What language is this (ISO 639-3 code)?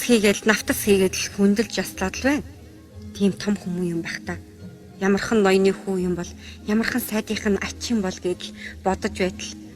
mon